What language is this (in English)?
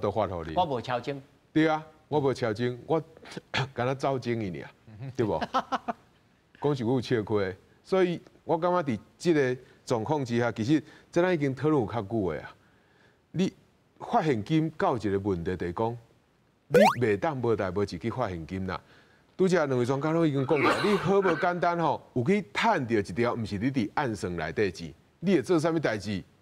Min Nan Chinese